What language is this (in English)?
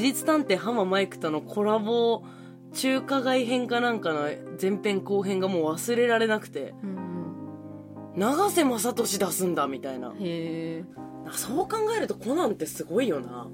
Japanese